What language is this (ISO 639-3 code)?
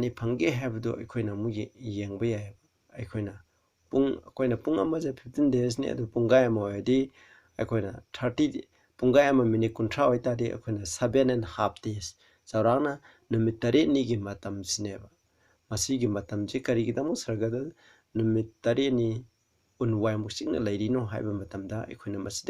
mni